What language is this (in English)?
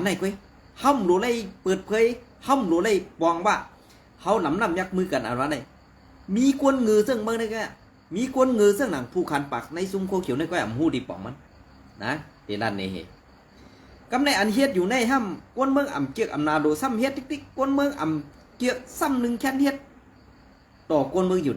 Shan